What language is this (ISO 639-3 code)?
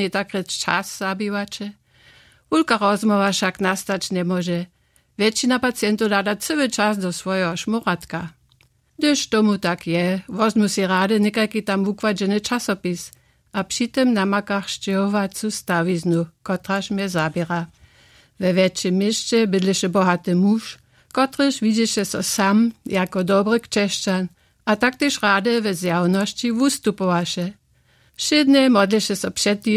hsb